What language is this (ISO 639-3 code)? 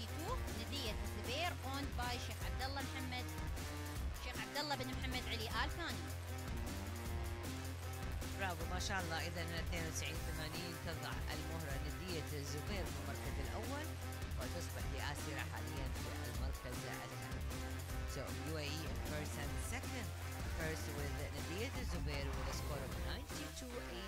ara